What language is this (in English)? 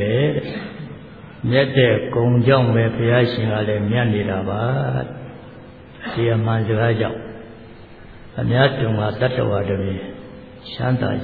Burmese